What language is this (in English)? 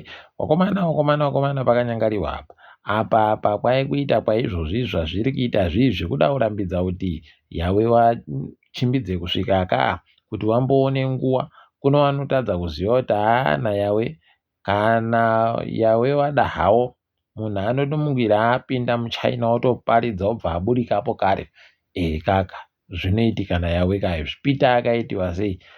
Ndau